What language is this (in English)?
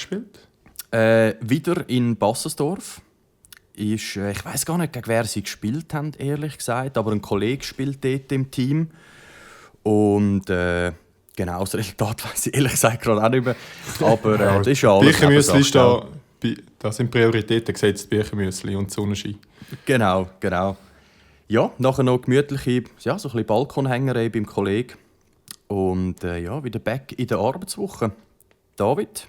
Swiss German